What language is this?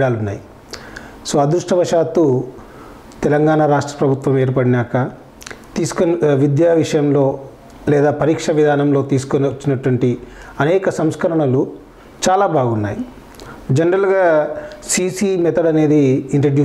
Telugu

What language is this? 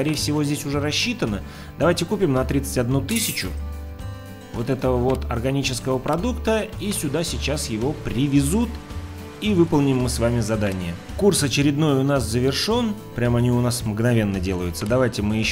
Russian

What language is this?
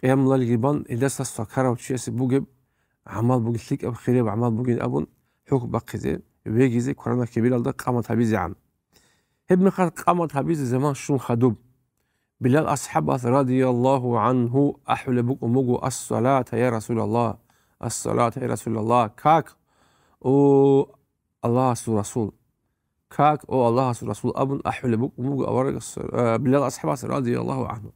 Avaric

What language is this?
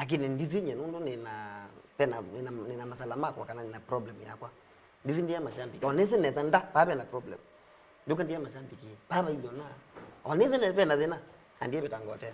Kamba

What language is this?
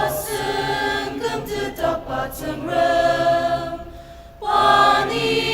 Ao Naga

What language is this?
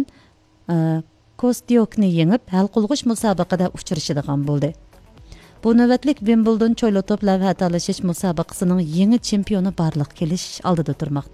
Uyghur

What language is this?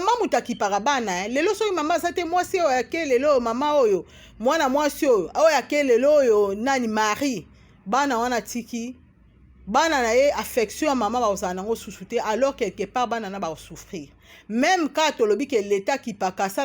Lingala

